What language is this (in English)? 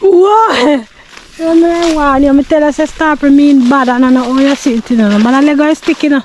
Jamaican Creole English